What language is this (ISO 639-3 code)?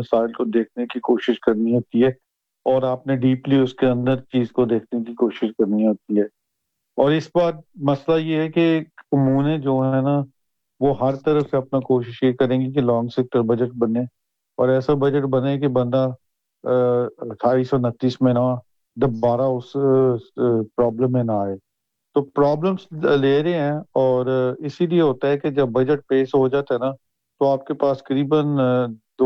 urd